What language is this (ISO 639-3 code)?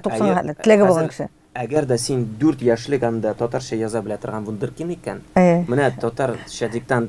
tat